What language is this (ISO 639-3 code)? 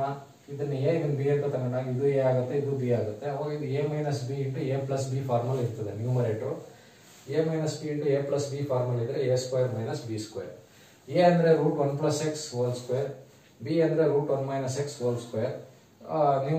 kan